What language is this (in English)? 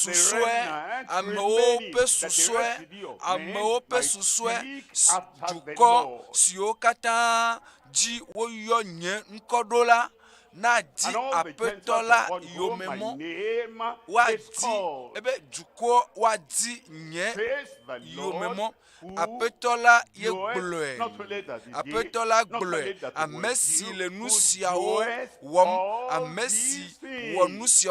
Ewe